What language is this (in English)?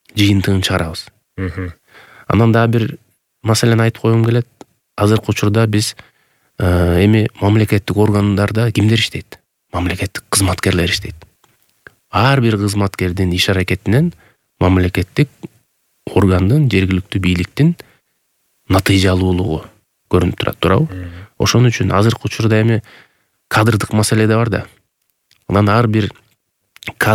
Kyrgyz